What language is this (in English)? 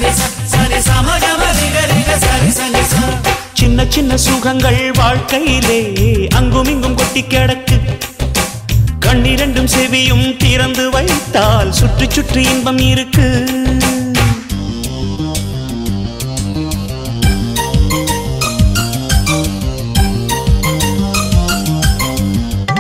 Tamil